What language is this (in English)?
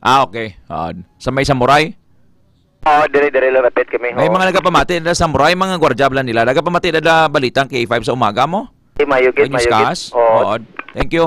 Hiligaynon